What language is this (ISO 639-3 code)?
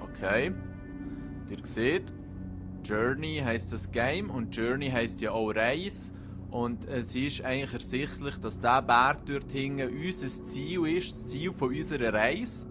gsw